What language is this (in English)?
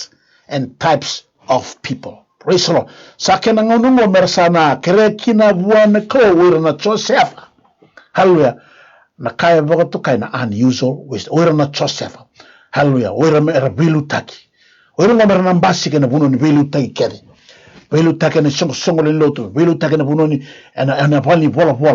Fijian